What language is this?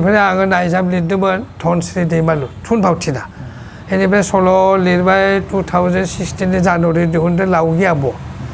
Bodo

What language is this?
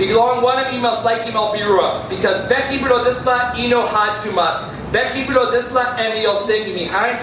Tok Pisin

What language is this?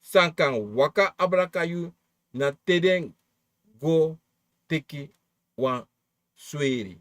Sranan Tongo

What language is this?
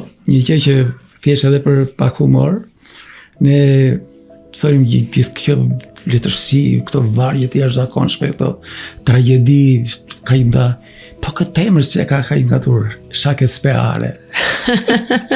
Albanian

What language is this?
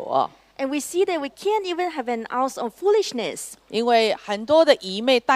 Chinese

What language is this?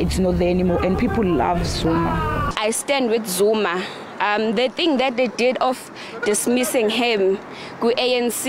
Venda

